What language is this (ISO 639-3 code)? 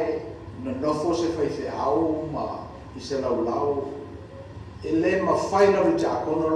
smo